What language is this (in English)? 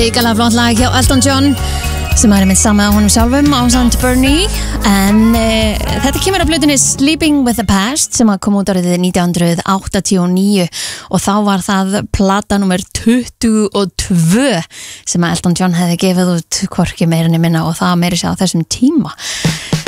Icelandic